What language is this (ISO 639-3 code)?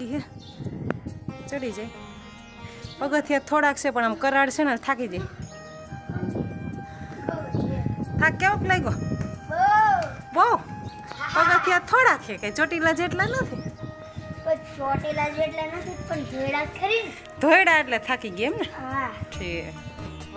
guj